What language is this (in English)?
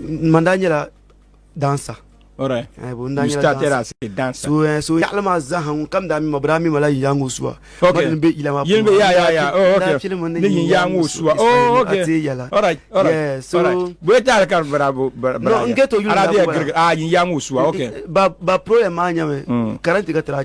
Dagbani